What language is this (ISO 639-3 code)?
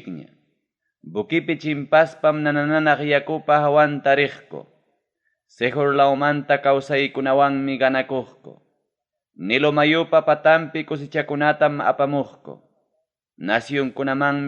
quy